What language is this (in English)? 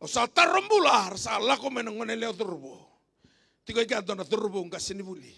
Fijian